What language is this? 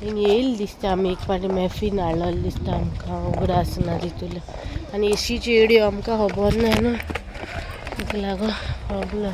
Konkani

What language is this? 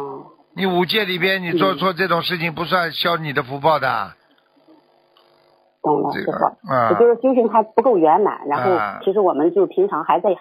Chinese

